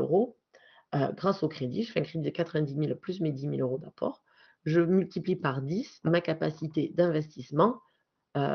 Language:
French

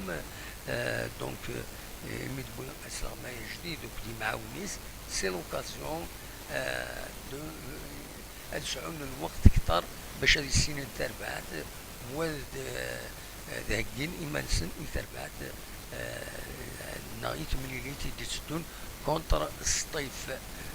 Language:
Kabyle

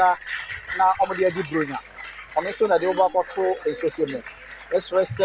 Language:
Akan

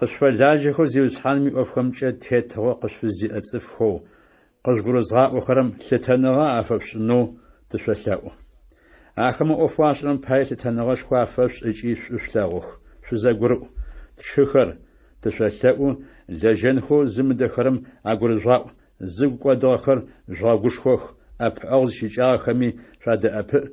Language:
Adyghe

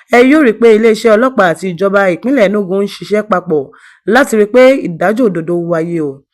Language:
Yoruba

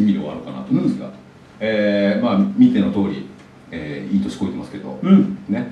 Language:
Japanese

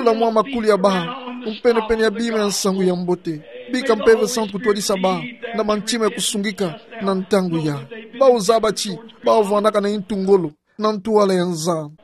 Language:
Kituba (Democratic Republic of Congo)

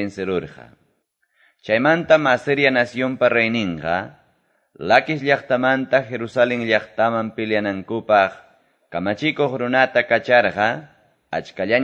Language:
Quechua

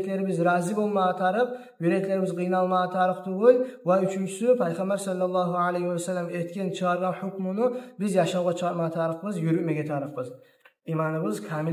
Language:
Kumyk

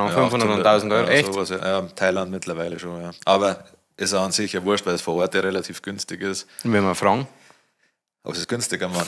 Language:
Bavarian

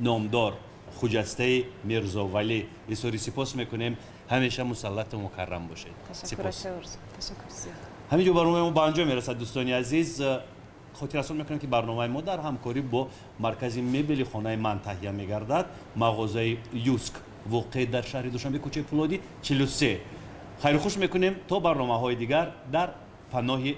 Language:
Tajik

